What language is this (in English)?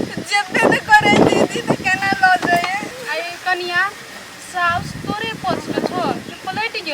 Maithili